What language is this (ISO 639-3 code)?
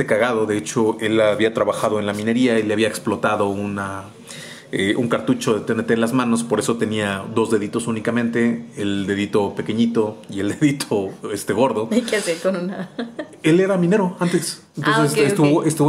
spa